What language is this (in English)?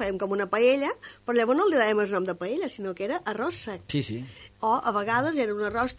Catalan